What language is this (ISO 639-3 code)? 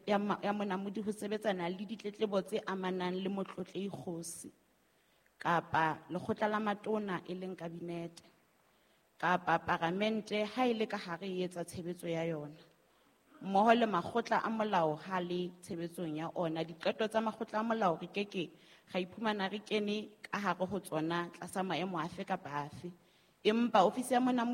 sot